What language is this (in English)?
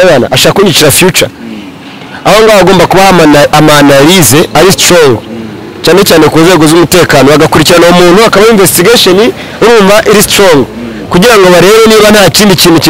Kinyarwanda